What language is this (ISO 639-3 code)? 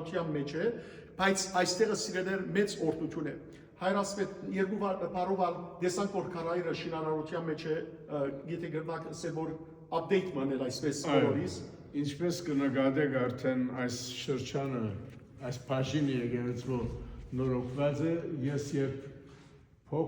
hyw